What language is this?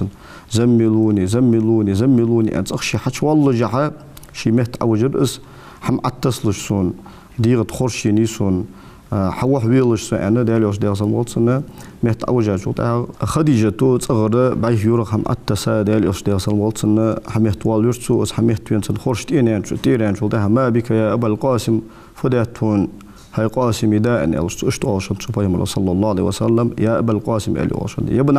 Ingush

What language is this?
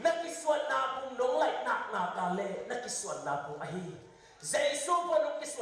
Tedim Chin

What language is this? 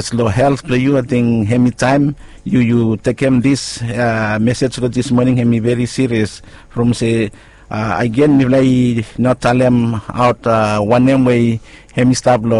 Bislama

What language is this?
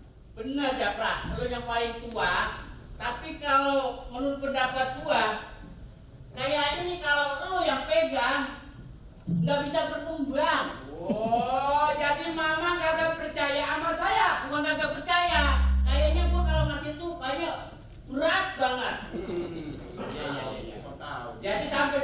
Betawi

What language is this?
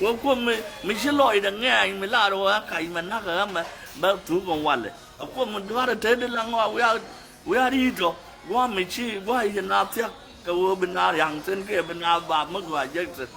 Nuer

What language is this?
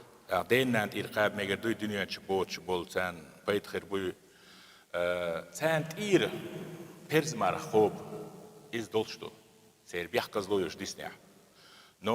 Chechen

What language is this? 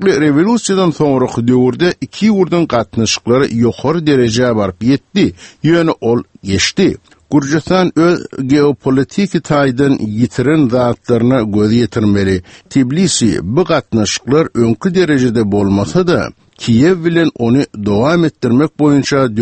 Turkmen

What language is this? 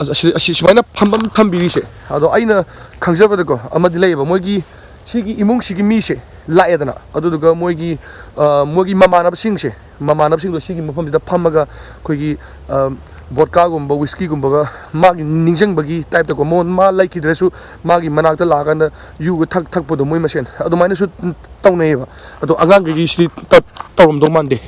Manipuri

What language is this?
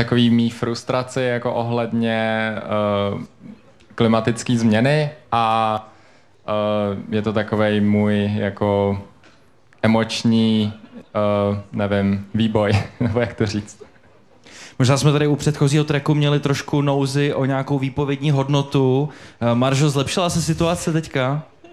Czech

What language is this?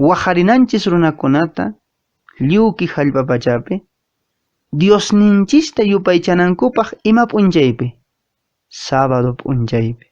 Quechua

